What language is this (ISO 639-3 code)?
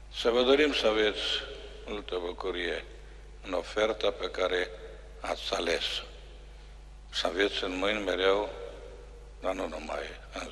ron